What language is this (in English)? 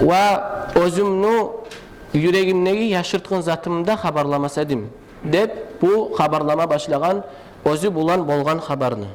Kumyk